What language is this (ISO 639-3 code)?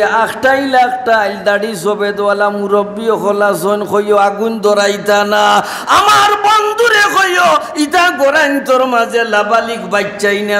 syl